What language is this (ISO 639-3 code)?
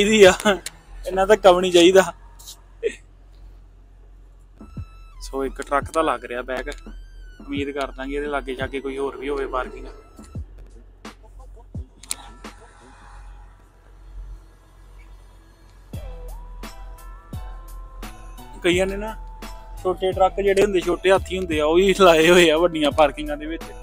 pan